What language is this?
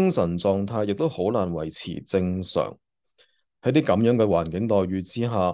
Cantonese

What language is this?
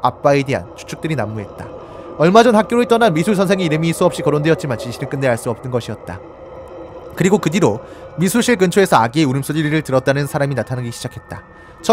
Korean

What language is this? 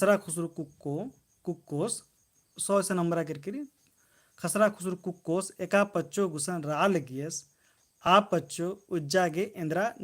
Kurukh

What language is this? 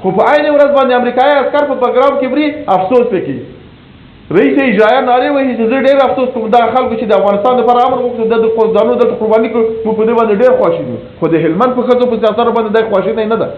Pashto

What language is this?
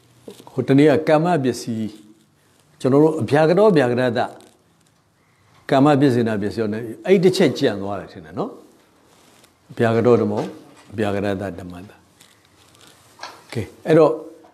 Burmese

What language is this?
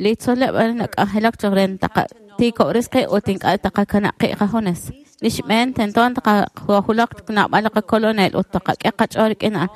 Kekchí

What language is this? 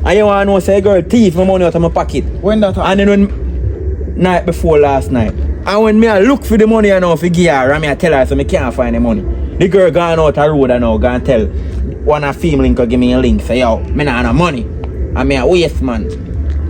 Jamaican Creole English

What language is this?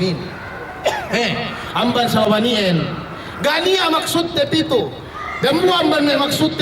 Yakan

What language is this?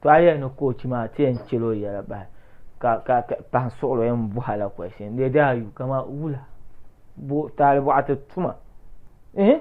Dagbani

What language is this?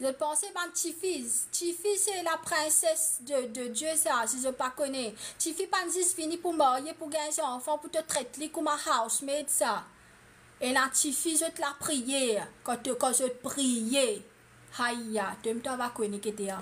Morisyen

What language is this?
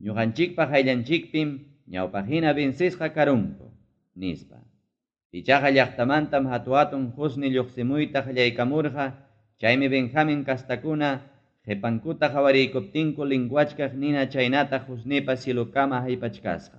Ayacucho Quechua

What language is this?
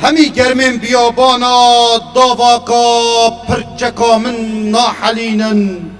Kurdish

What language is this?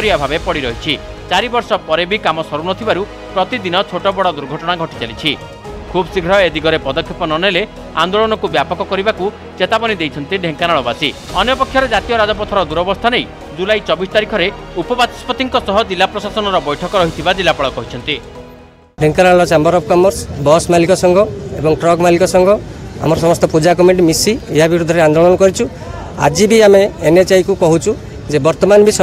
Odia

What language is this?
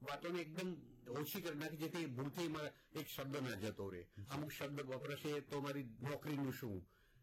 Gujarati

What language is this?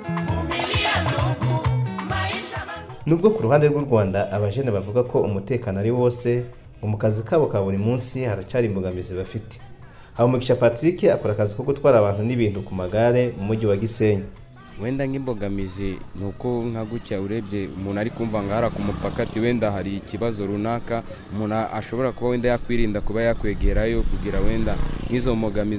Kinyarwanda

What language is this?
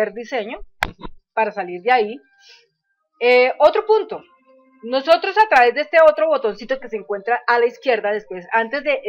Spanish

